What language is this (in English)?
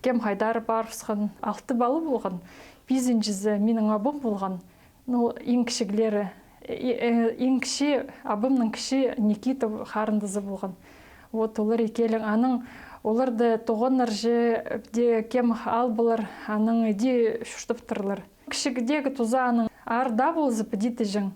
Khakas